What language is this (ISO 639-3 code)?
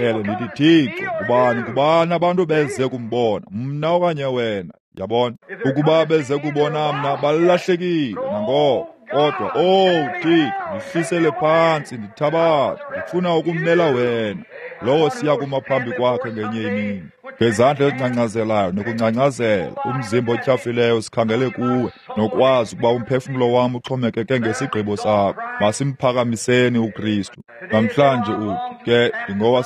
xho